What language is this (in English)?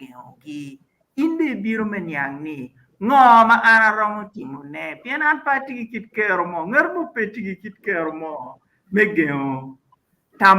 Acoli